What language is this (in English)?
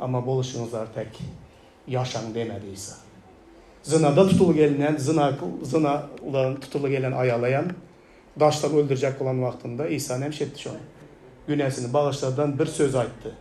Turkmen